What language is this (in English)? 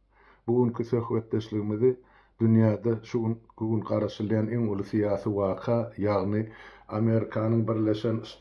Turkmen